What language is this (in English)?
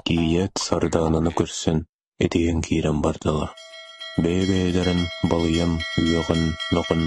Yakut